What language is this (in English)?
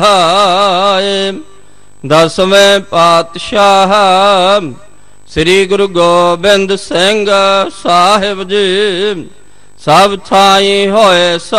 Punjabi